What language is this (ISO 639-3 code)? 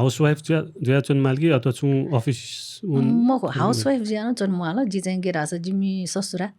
new